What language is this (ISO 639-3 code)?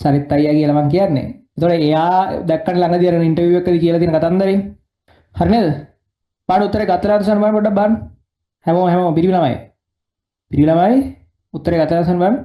sin